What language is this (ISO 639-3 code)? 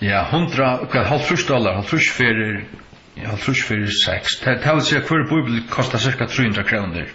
fao